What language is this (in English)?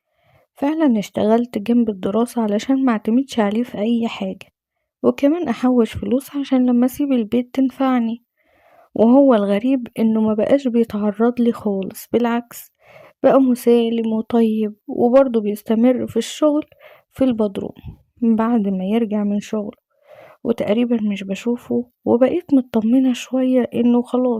Egyptian Arabic